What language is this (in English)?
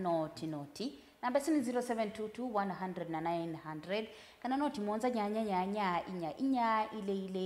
Kamba